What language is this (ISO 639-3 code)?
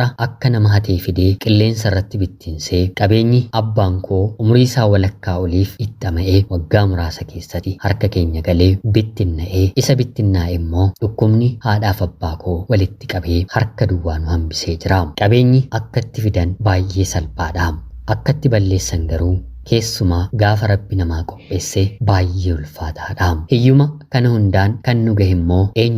orm